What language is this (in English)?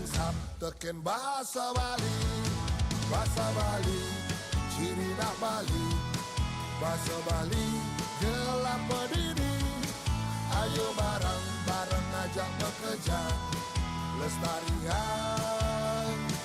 Balinese